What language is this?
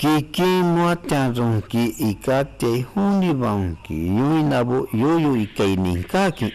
Shipibo-Conibo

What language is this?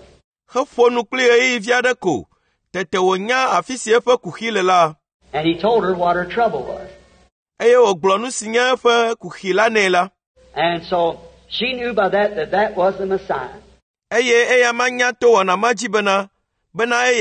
Ewe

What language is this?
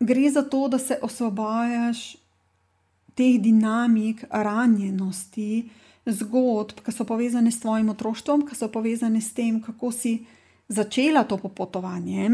Slovenian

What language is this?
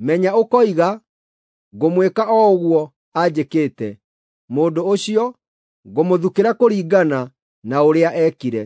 Kikuyu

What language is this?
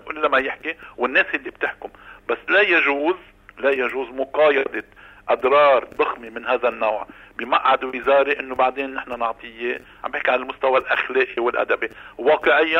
North Levantine Arabic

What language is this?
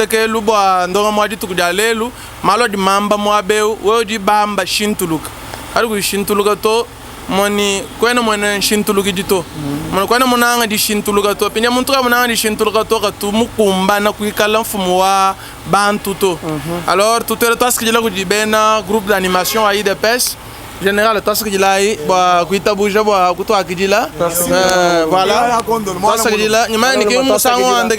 Luba-Lulua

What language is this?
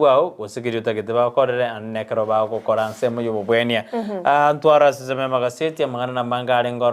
Gusii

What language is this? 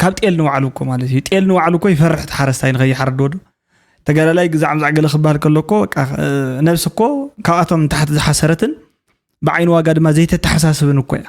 Tigrinya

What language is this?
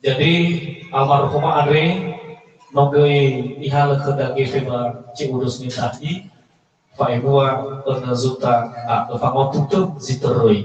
Nias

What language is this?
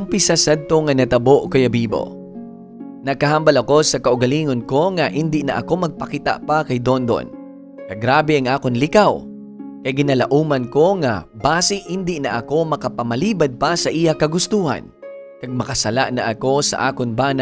Hiligaynon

